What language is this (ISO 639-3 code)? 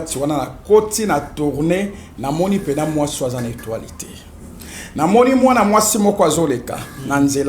lin